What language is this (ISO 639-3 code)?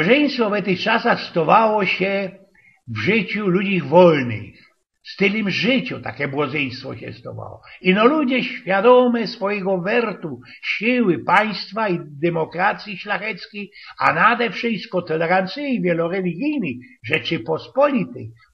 szl